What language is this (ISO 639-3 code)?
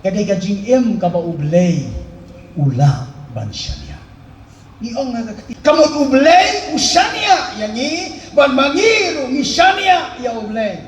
kha